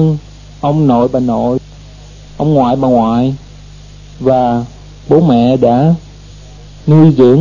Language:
Vietnamese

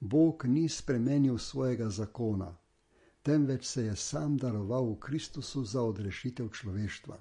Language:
Slovenian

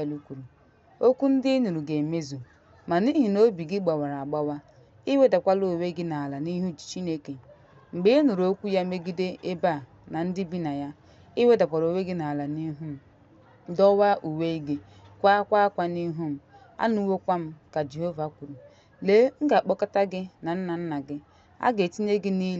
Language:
Igbo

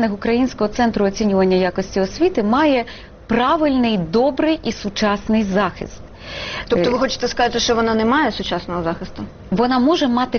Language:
Ukrainian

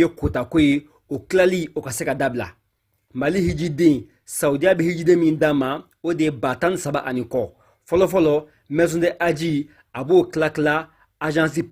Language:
Bambara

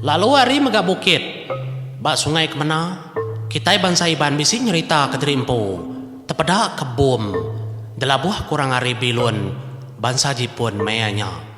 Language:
Iban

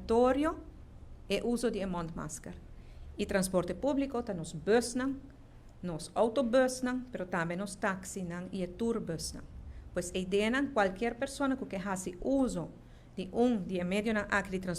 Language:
Papiamento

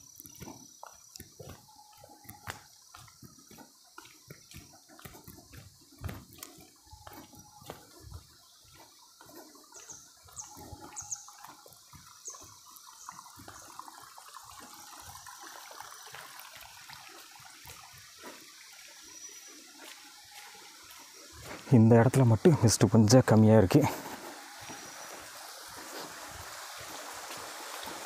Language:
Tamil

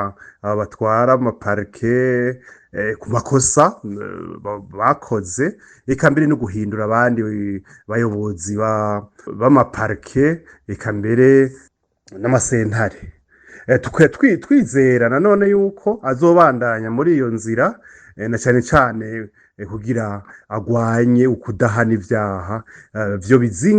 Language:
Rundi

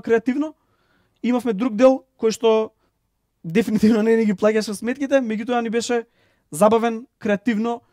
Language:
Macedonian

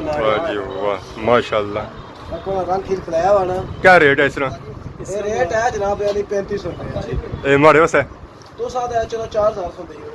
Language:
Pahari-Potwari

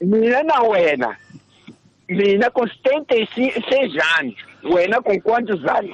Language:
Tsonga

